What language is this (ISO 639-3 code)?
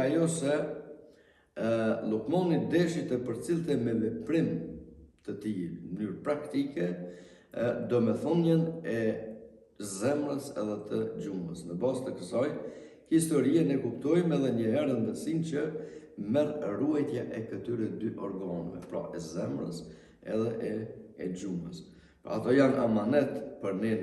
sqi